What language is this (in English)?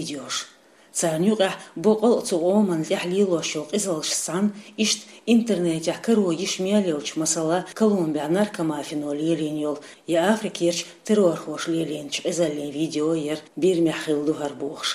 Chechen